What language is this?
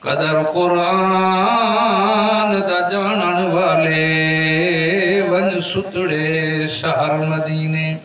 Saraiki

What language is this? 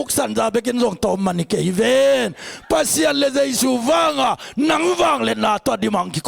Tedim Chin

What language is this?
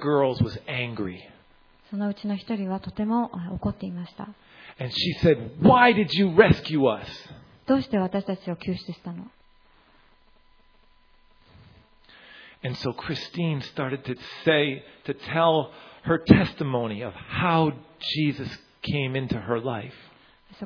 Japanese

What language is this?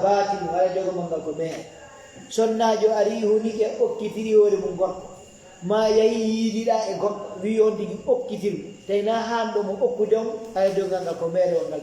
Fula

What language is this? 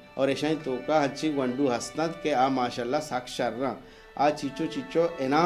Baluchi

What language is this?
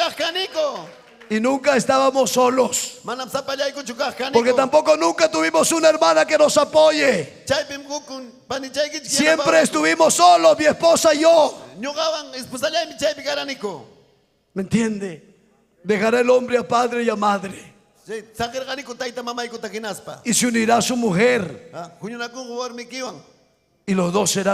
Ayacucho Quechua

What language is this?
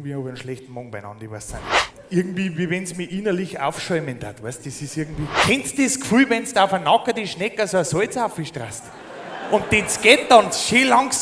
Bavarian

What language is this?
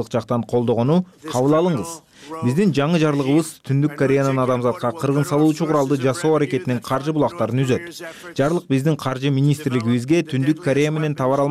Kyrgyz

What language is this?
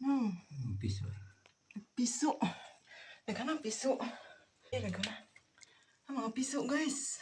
Cebuano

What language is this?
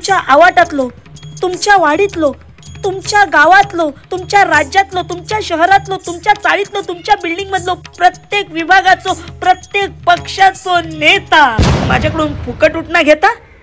Konkani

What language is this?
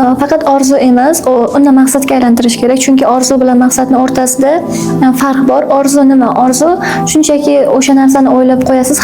Uzbek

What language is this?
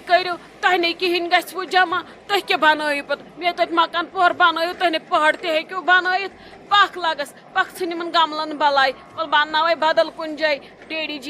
Kashmiri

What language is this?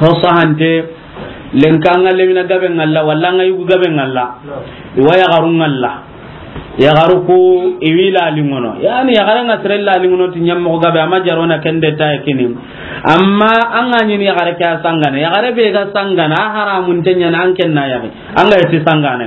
Soninke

